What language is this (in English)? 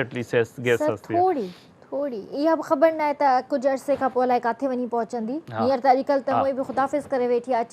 Sindhi